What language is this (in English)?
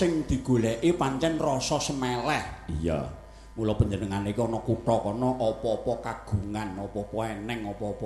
Javanese